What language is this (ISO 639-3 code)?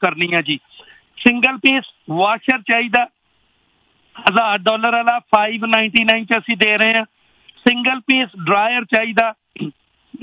pan